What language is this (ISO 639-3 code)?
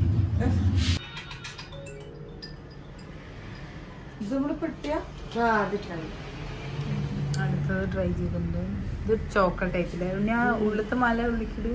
mal